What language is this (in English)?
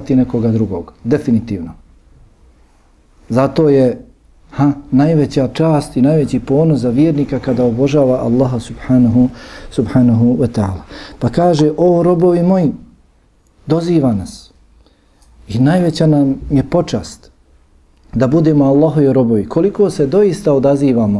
Bosnian